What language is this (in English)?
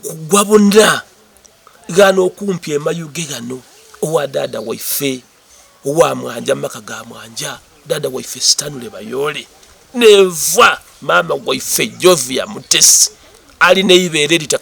Soga